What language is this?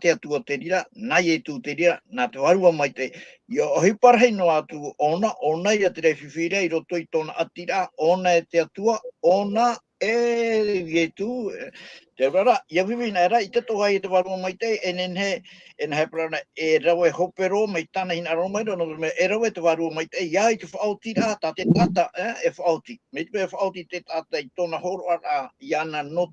Tahitian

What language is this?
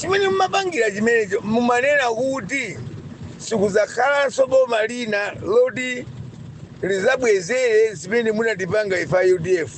Nyanja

